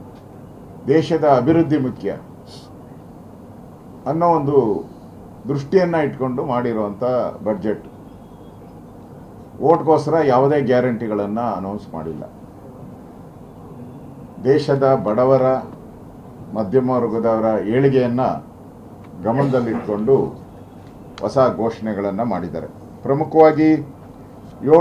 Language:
Kannada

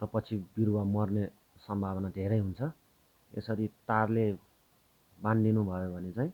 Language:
Nepali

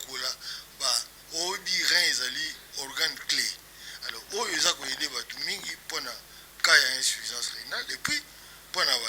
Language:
Lingala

